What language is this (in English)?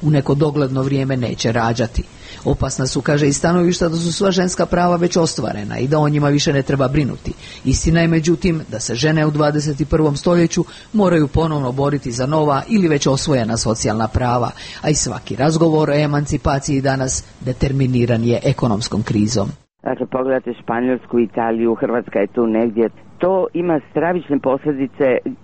Croatian